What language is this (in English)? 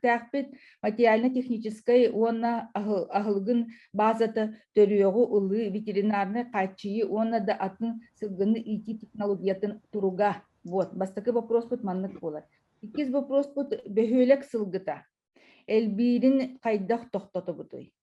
Yakut